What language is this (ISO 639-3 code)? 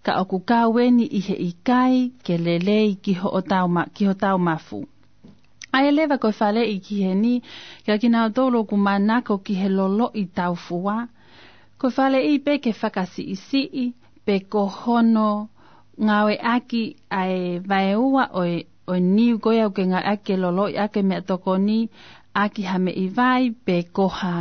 ton